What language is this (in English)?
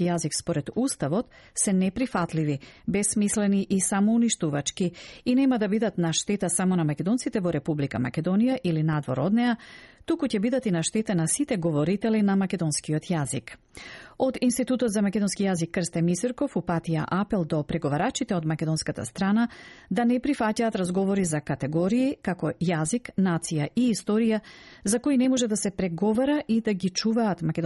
Macedonian